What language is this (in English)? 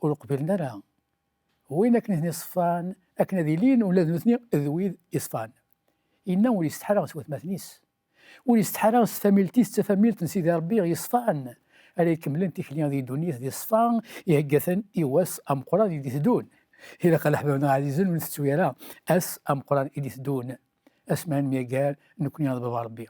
Kabyle